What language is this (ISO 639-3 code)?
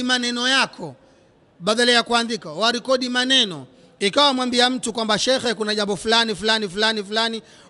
swa